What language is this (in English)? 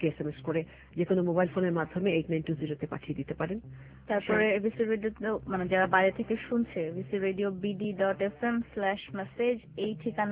Bangla